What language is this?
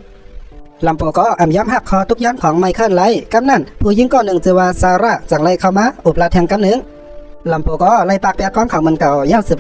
Shan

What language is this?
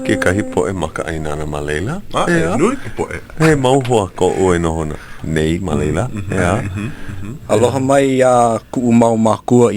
Hawaiian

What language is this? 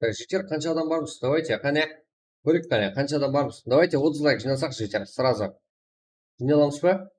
Kara-Kalpak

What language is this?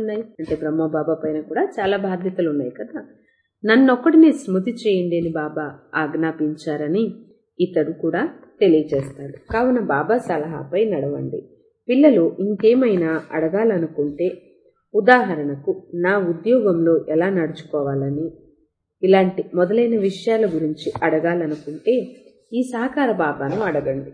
Telugu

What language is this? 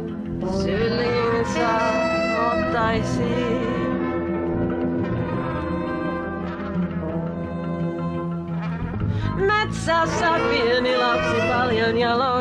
Finnish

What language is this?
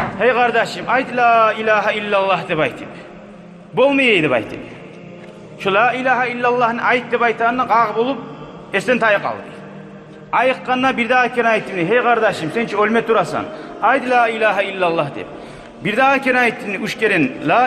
Kumyk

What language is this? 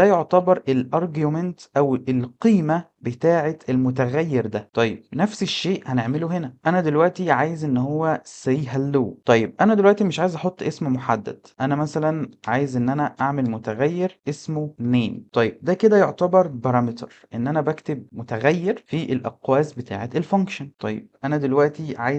Egyptian Arabic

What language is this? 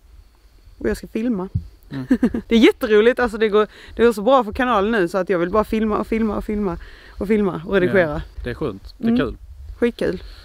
Swedish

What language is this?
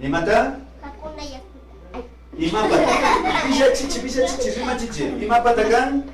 Imbabura Highland Quichua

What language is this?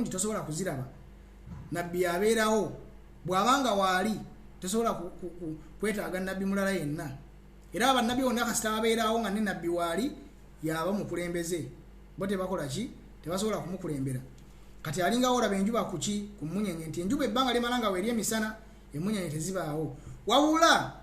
Ganda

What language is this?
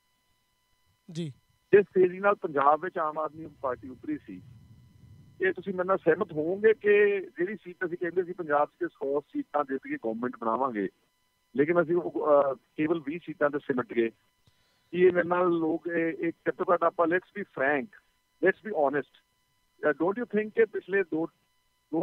Punjabi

